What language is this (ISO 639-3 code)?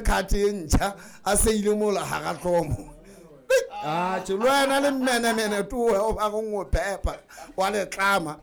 sot